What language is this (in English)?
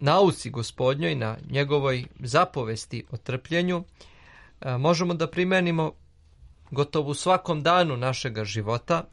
Serbian